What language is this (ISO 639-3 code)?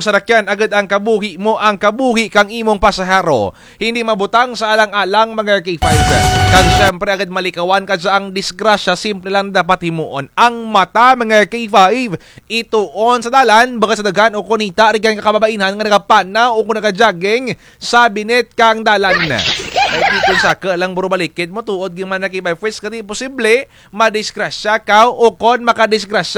krj